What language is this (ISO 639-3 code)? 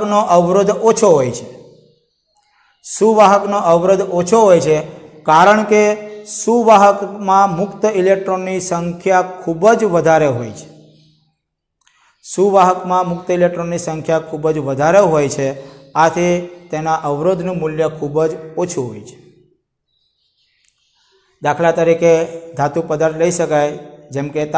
guj